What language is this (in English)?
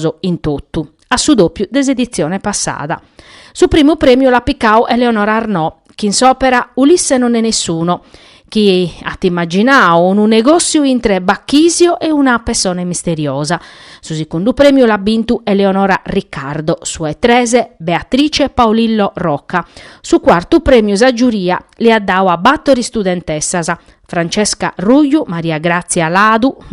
Sardinian